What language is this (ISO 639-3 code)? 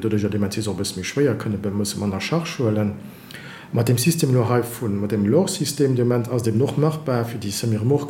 ltz